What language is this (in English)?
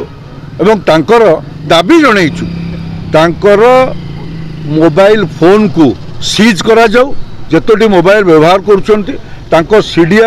Odia